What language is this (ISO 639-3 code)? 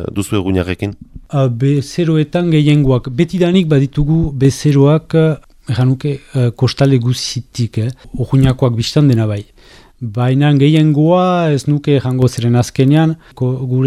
eus